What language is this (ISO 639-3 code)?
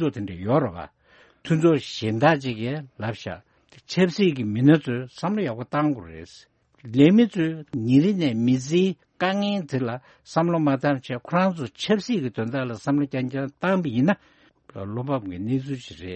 bod